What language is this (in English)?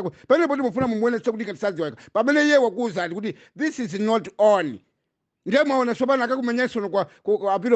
Nyanja